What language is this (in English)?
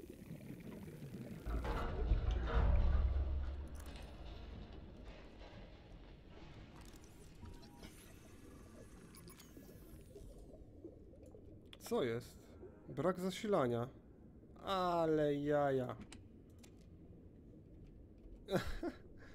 Polish